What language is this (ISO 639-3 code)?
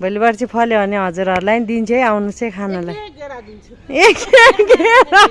nep